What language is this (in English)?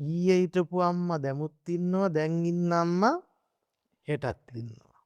Sinhala